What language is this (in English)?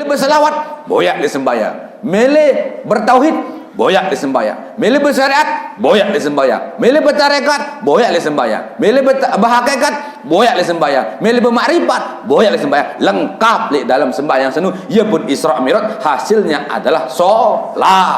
Sasak